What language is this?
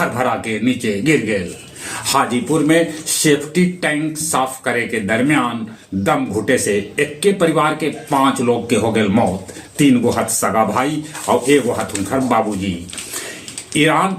Magahi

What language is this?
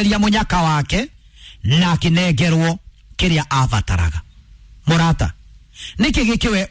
Kikuyu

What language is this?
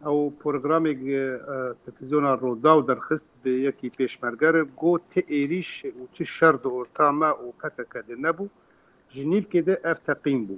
Kurdish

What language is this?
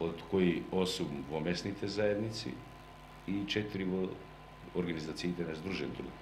Macedonian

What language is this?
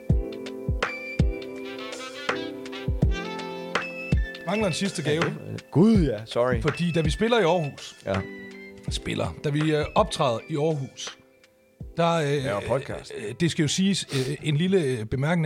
Danish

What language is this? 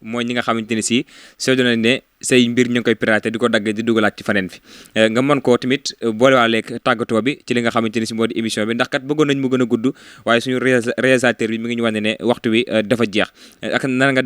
Wolof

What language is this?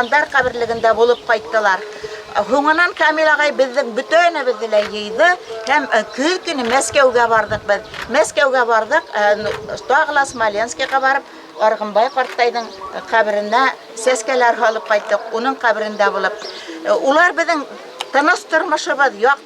Bashkir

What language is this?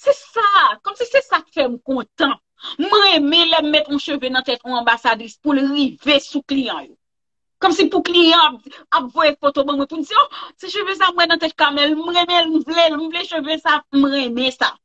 Haitian Creole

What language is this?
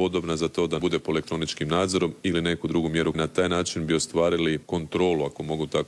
Croatian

